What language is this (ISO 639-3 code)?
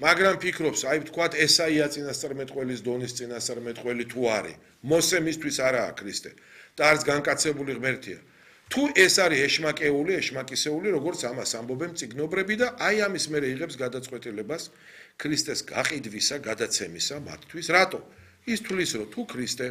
kat